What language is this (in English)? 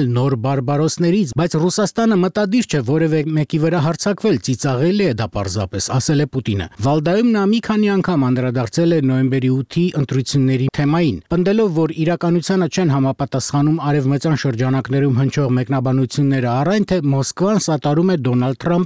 Armenian